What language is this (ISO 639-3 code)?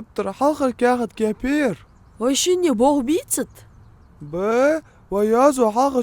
inh